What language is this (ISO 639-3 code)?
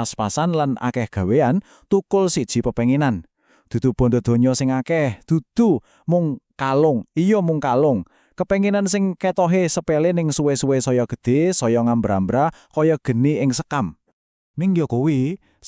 jav